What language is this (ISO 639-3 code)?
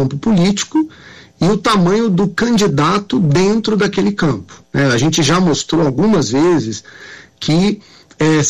por